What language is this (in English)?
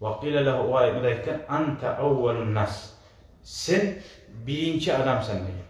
Kumyk